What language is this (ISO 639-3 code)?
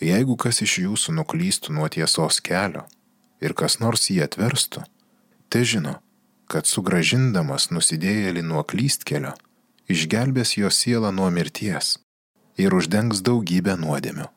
lit